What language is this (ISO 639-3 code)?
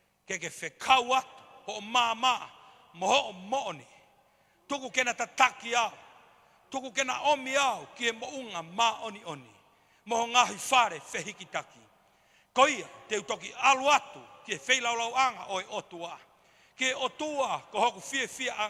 ton